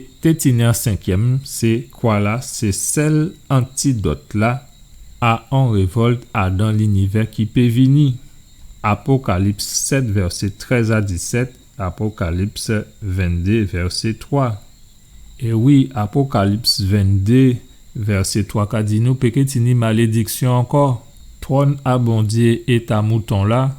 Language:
Guadeloupean Creole French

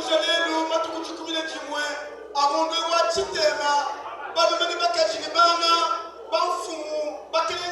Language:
Luba-Lulua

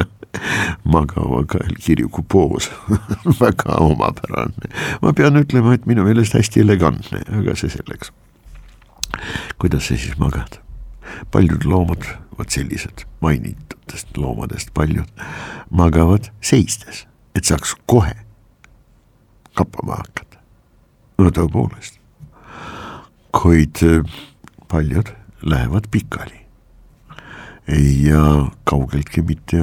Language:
Estonian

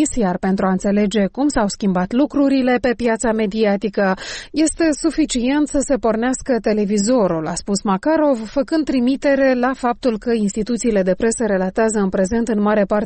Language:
Romanian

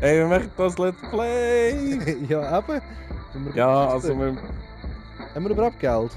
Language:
Swiss German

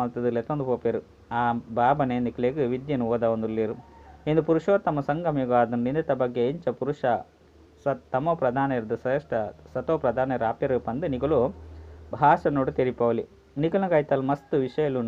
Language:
Tulu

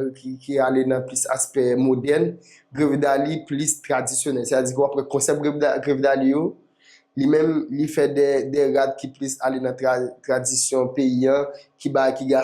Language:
Haitian Creole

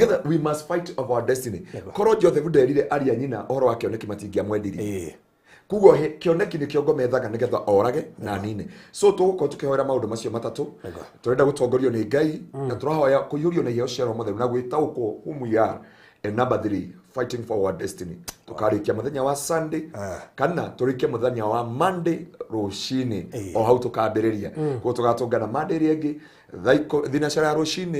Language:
Kikuyu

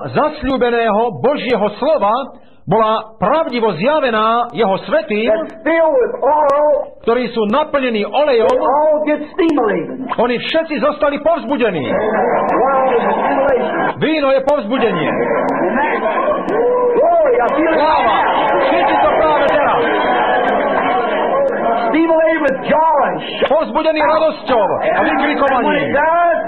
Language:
Slovak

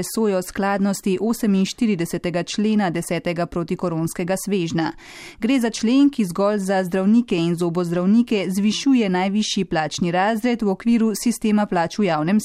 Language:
Slovenian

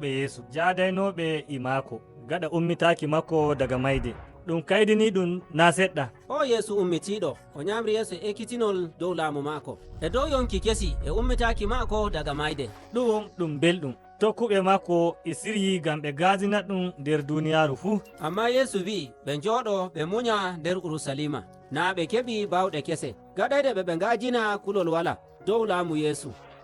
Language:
Nigerian Fulfulde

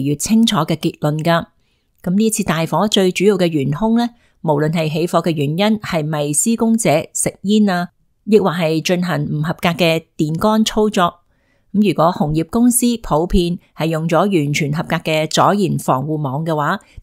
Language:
Cantonese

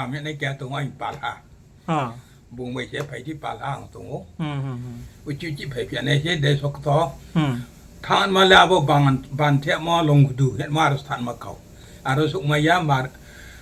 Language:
Riang (India)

